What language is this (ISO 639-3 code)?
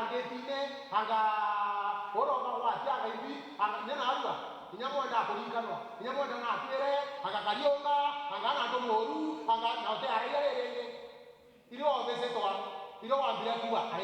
mer